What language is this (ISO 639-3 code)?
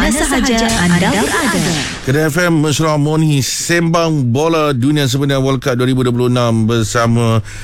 msa